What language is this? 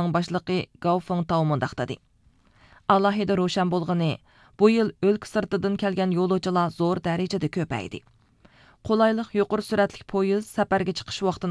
Uyghur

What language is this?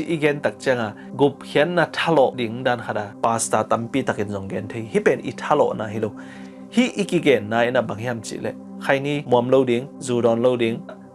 Tedim Chin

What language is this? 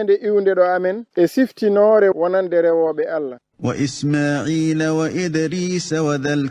Fula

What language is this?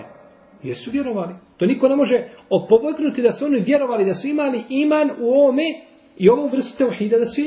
Bosnian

